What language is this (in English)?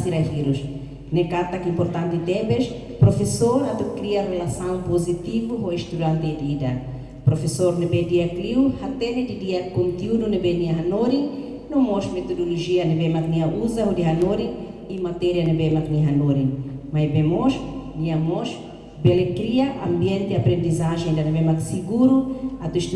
Tetum